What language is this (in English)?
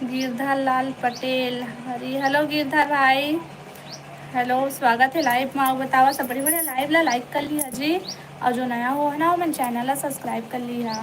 Chhattisgarhi